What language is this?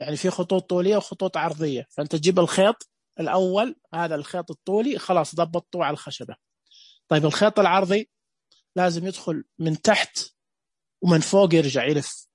Najdi Arabic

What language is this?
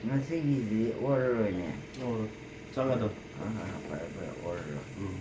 Manipuri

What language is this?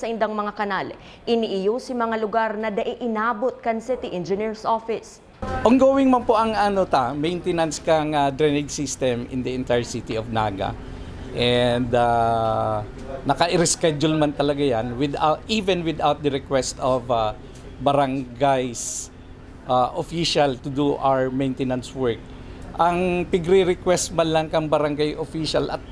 Bikol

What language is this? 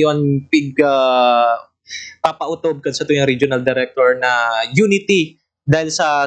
Bikol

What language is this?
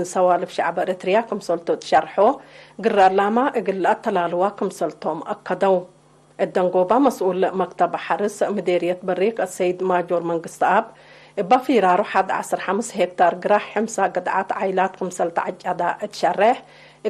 Tigre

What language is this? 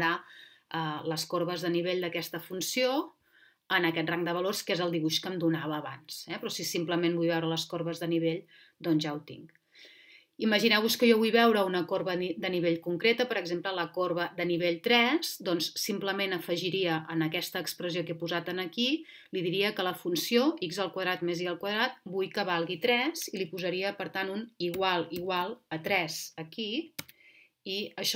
Catalan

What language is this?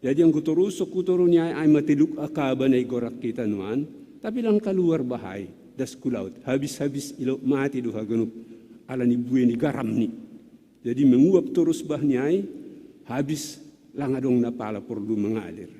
Batak Simalungun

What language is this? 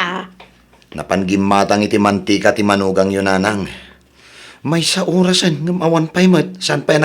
Iloko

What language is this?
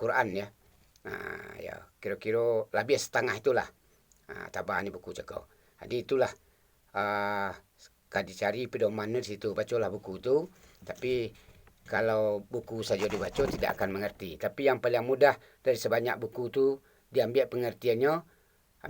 Minangkabau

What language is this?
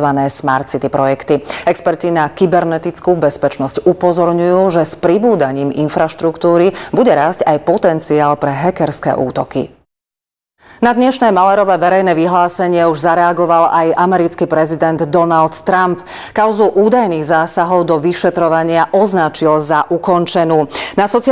Slovak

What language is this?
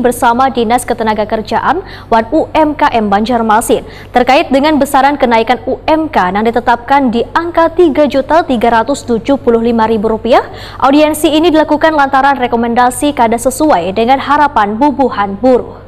Banjar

